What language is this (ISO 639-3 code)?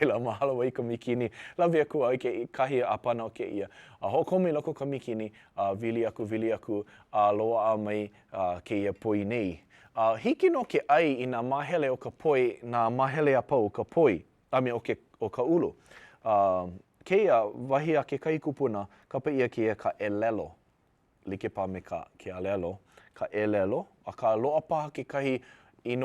haw